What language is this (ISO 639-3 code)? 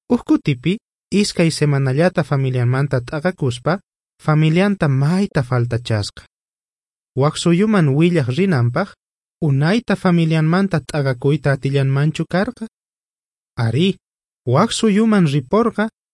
quh